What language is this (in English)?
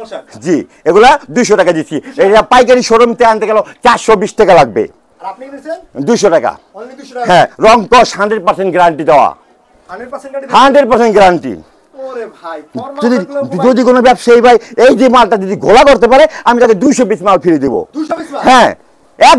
Bangla